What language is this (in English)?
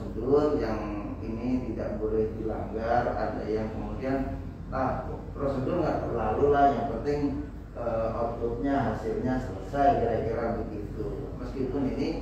Indonesian